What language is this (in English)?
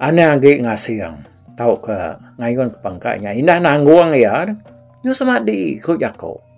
Iban